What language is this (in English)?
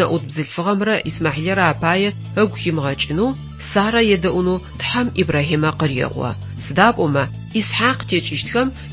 Adyghe